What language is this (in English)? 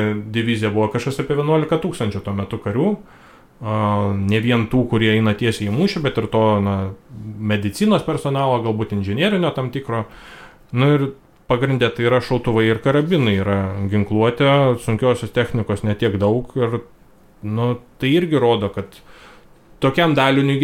Lithuanian